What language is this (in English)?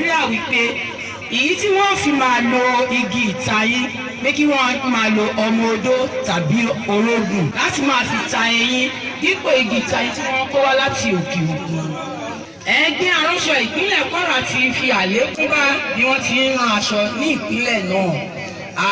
Yoruba